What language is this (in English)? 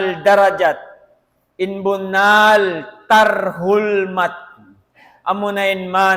Tausug